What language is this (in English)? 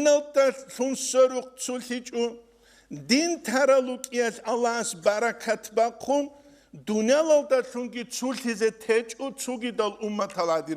Avaric